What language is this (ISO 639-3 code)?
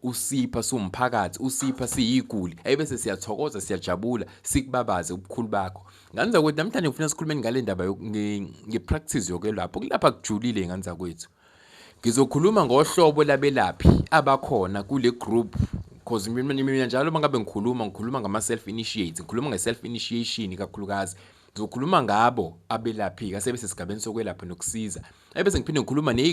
zul